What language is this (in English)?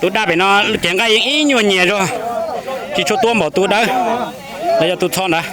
Hmong